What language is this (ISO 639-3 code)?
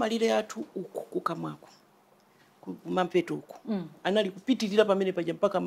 nya